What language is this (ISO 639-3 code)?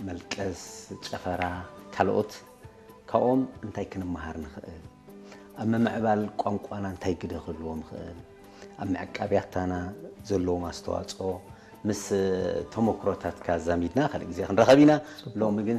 tir